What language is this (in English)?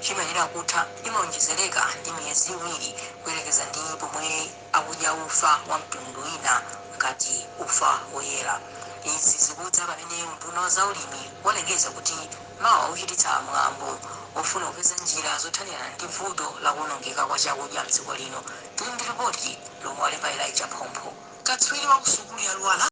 Nyanja